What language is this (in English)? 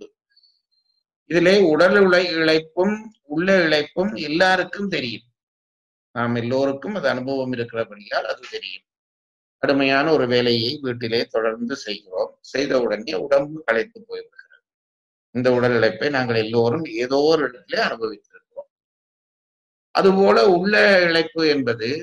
Tamil